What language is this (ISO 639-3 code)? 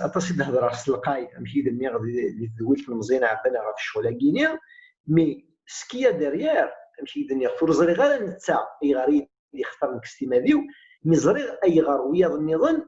kab